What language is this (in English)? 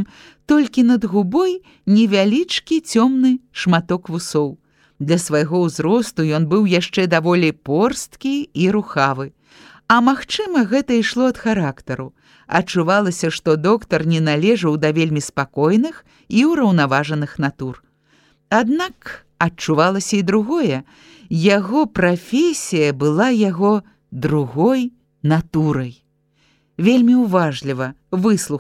Belarusian